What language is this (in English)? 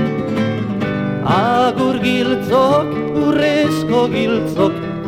Basque